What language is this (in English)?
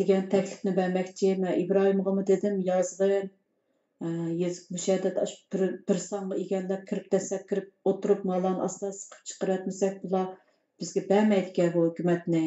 Uyghur